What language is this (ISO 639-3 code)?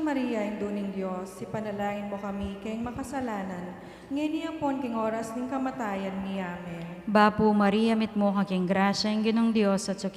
pam